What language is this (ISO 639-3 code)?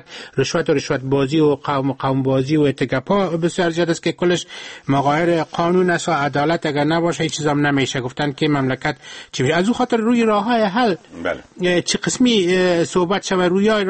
fas